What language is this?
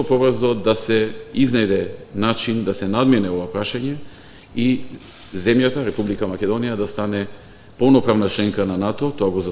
Macedonian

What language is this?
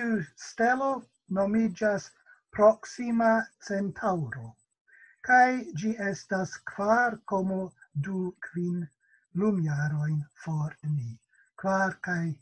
Esperanto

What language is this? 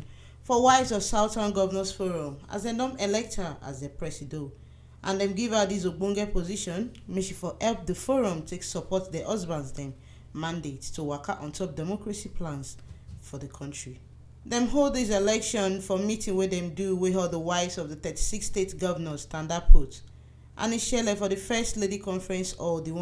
Nigerian Pidgin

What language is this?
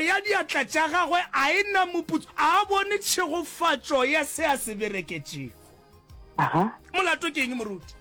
Northern Sotho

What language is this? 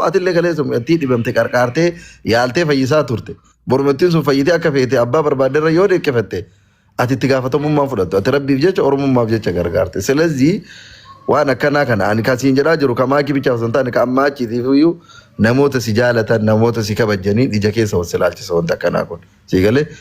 Oromo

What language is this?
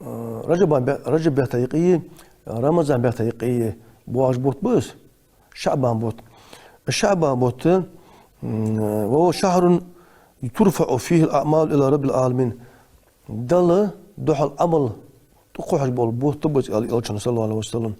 Ingush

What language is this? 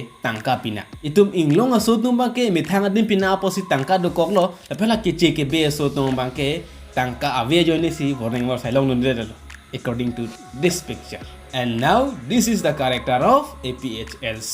Karbi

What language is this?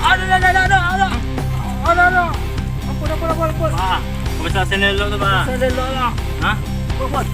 Minangkabau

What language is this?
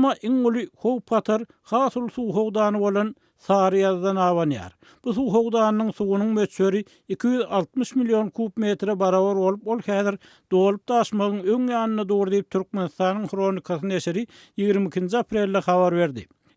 Turkmen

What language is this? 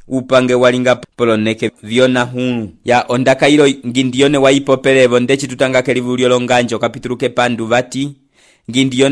Umbundu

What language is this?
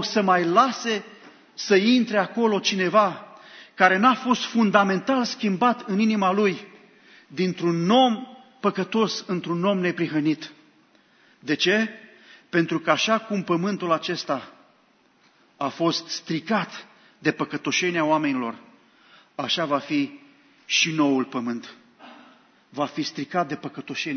Romanian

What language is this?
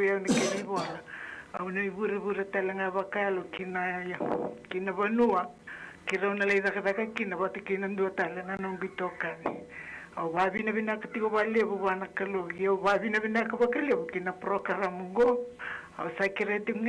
Fijian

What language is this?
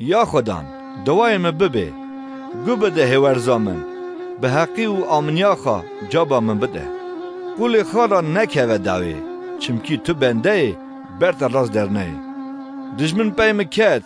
Kurdish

